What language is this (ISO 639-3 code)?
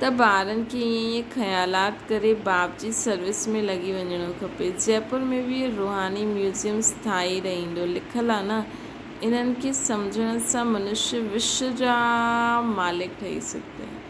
snd